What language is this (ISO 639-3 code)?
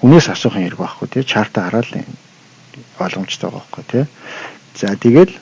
mon